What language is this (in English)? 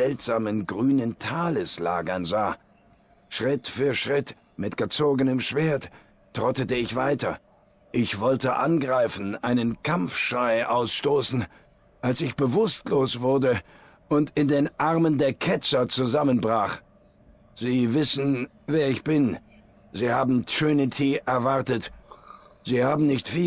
Swiss German